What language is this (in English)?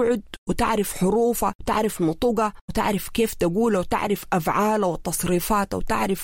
Sudanese Arabic